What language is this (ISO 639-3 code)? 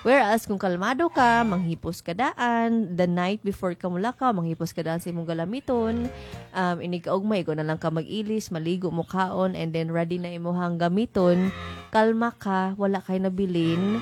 ceb